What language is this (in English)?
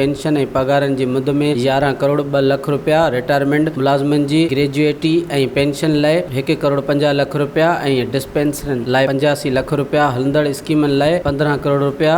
Sindhi